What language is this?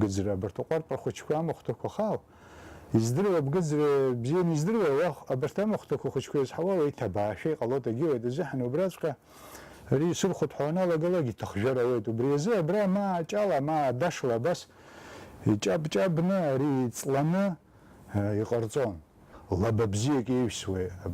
Abkhazian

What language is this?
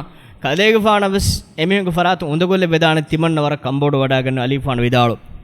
Divehi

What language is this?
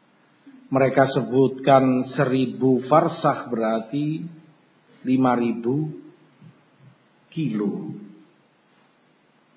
Indonesian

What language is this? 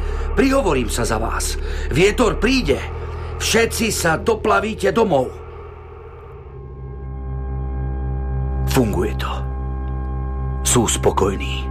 Slovak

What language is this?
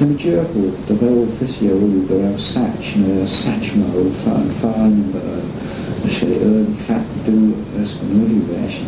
Manx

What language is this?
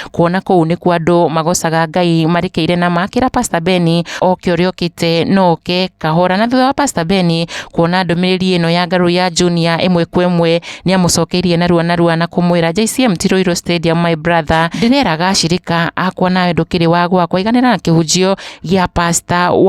Kikuyu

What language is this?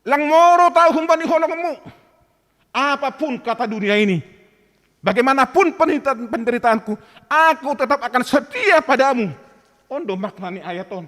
Batak Simalungun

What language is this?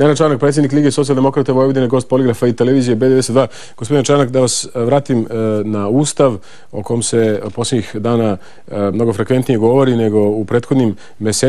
Serbian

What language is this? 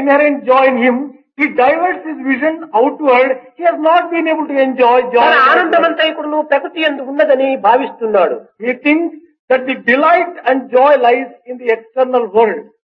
Telugu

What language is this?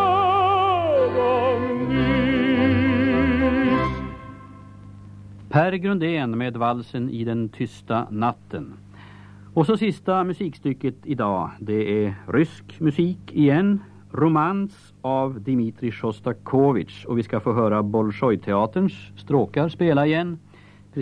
Swedish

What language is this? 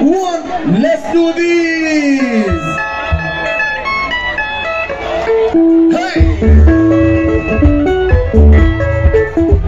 Swahili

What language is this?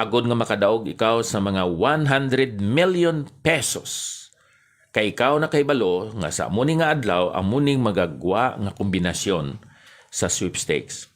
Hiligaynon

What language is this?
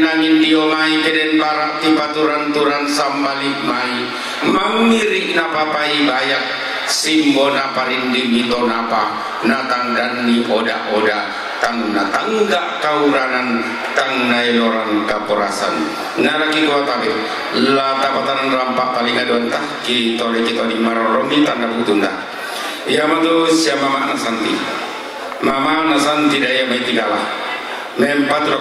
Toraja-Sa'dan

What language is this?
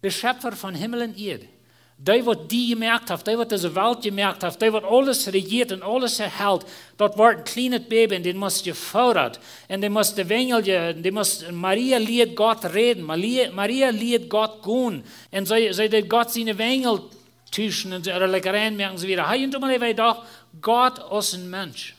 Plautdietsch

